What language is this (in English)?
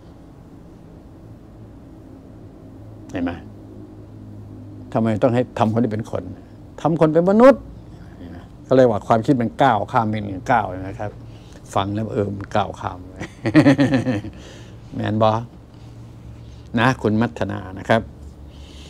Thai